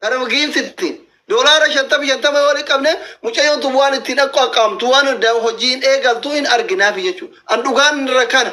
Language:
Oromo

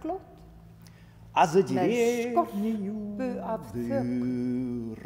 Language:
Icelandic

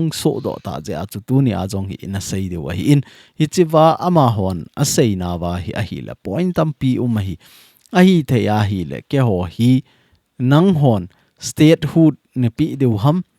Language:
Thado Chin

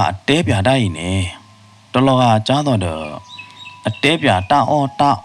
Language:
S'gaw Karen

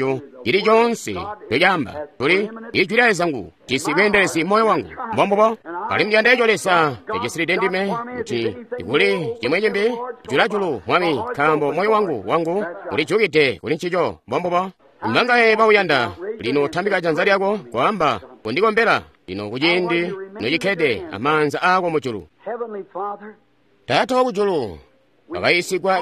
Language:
Tonga (Zambia)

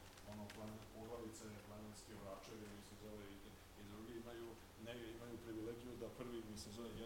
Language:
Serbian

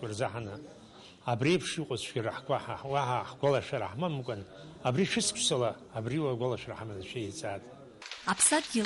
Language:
Abkhazian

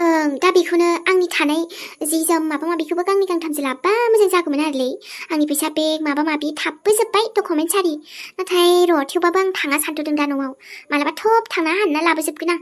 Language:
Bodo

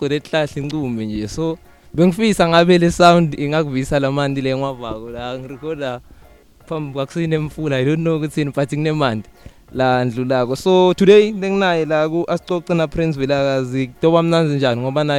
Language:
English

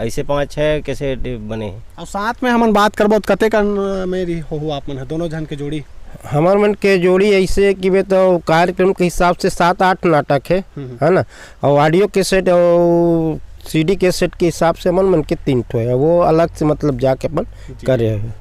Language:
Chhattisgarhi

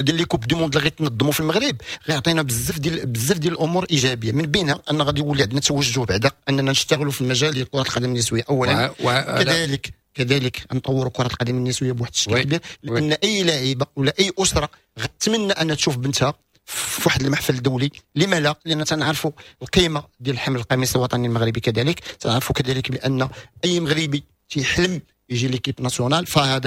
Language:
Moroccan Arabic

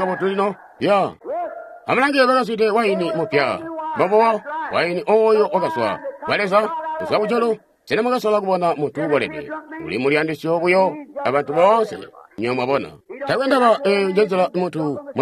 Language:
Tonga (Zambia)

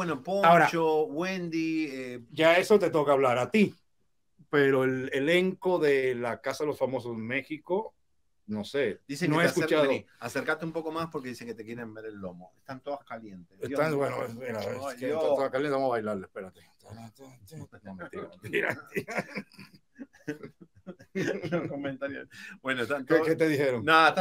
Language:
Spanish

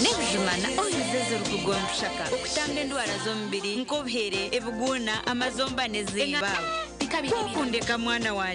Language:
Nyankole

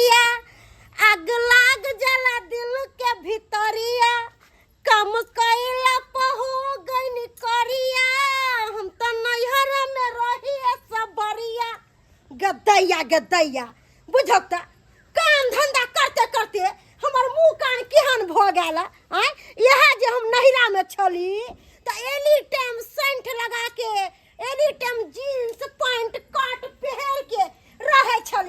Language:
Maithili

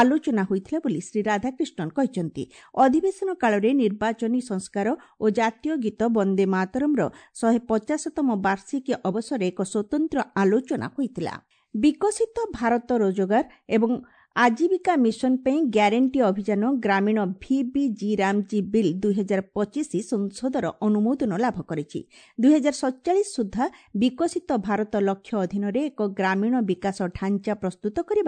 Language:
Odia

